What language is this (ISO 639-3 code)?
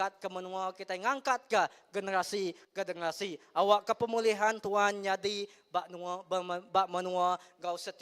iba